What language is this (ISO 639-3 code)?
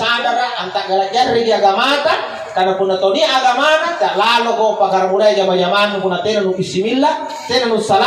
mak